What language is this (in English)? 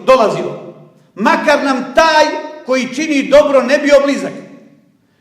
Bosnian